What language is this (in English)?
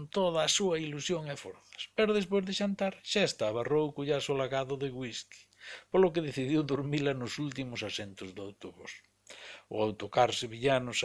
Galician